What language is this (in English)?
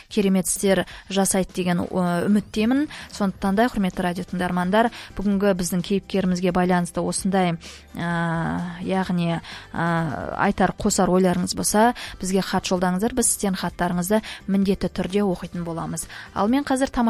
Kazakh